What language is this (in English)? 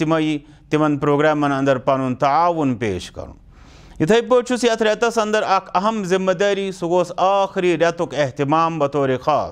Kashmiri